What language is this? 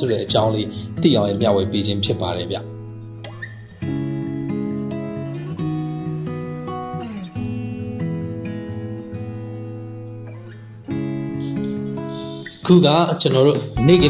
Burmese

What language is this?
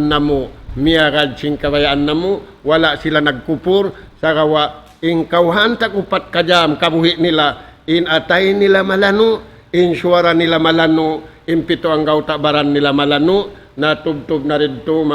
Tausug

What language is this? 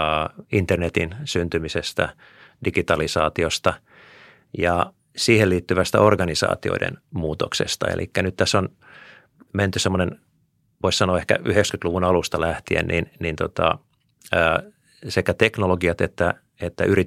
Finnish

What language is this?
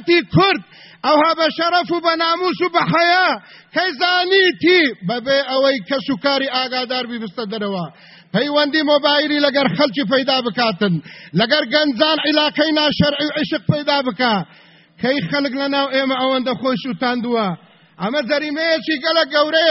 Central Kurdish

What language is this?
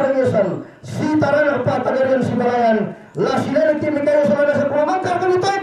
Toraja-Sa'dan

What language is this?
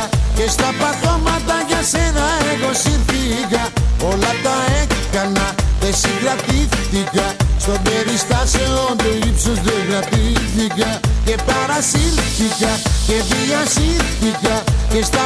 Greek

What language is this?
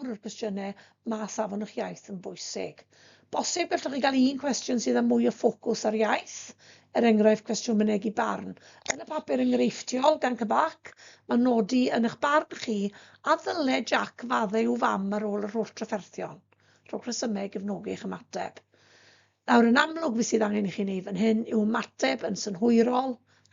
Welsh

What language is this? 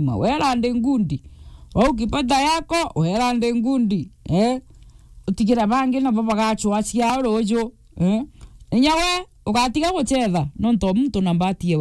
Meru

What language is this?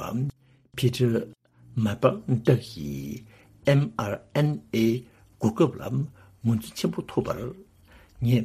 Tibetan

